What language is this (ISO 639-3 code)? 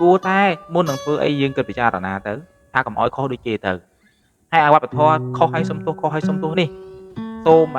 khm